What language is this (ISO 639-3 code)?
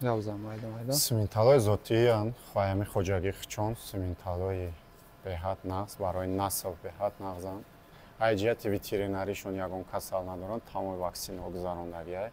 tgk